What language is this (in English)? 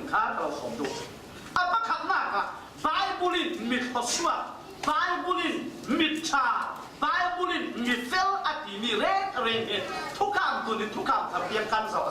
Falam Chin